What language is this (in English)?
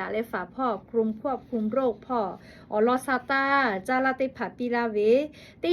Lahu